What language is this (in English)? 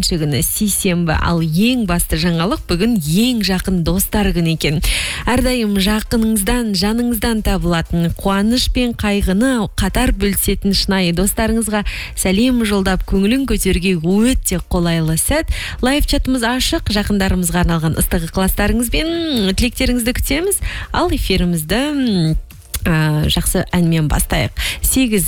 Kazakh